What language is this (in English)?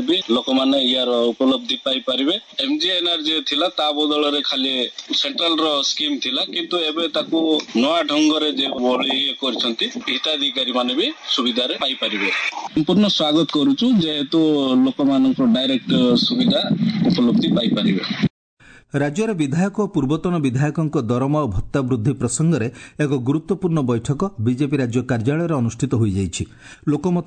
Odia